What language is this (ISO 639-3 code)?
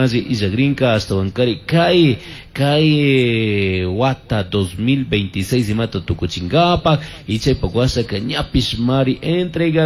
qug